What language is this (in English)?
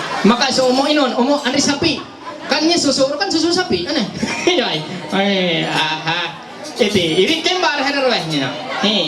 Ma'anyan